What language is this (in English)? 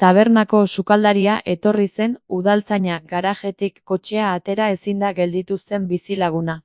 Basque